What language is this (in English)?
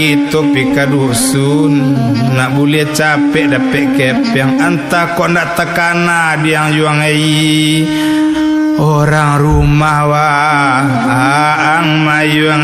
Minangkabau